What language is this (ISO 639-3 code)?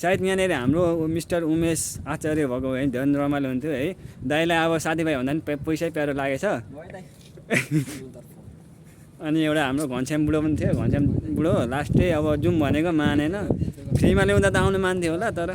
nep